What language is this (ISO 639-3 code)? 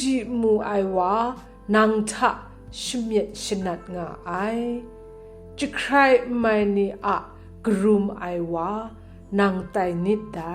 kac